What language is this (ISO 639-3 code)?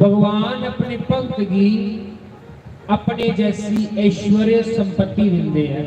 doi